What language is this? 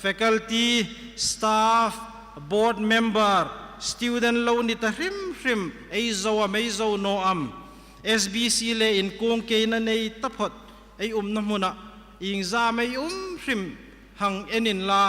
Hmar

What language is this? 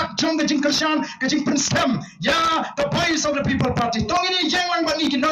Khasi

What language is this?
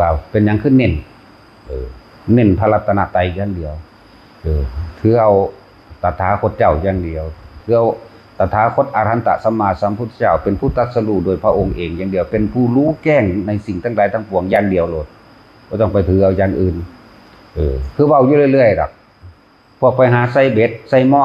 Northeastern Thai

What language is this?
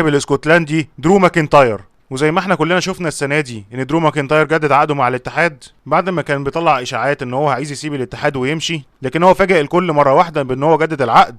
Egyptian Arabic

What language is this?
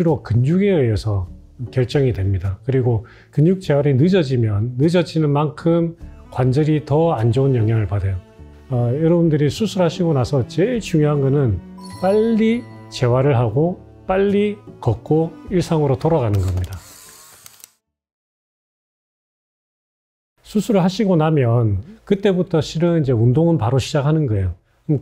Korean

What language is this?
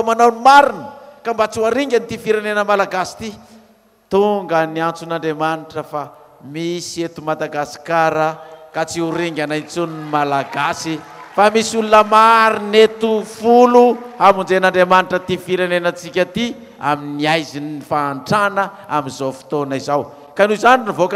Malagasy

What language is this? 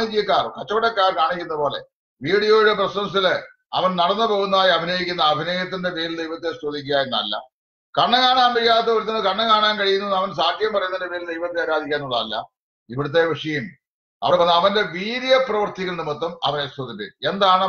Malayalam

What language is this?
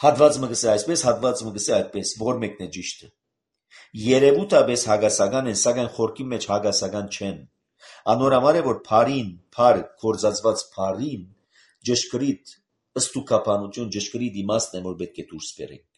Armenian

